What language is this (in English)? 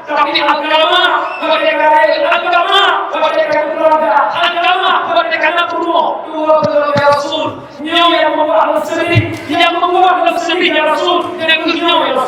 Achinese